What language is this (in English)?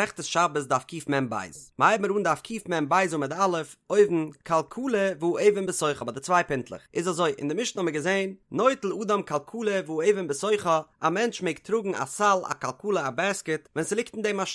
Yiddish